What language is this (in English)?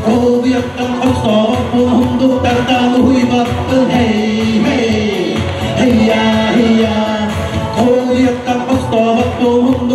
Yakut